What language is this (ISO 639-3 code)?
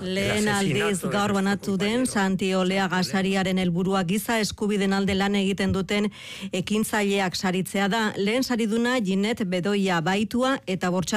eus